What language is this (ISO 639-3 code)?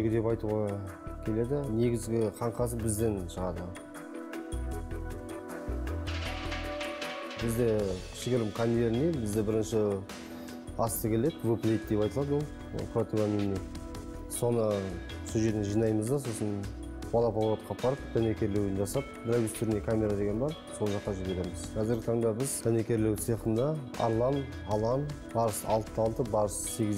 kaz